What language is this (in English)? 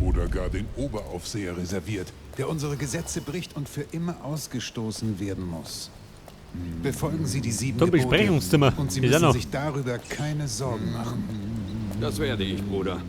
Bavarian